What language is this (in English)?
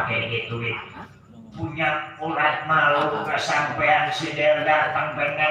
Betawi